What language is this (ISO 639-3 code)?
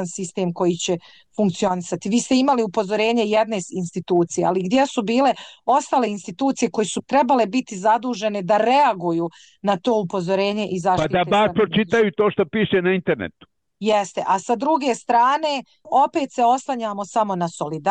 bos